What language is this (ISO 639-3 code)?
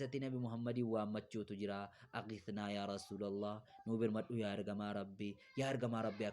orm